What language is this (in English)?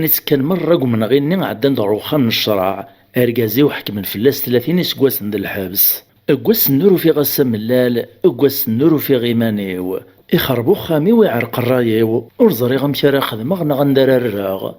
Kabyle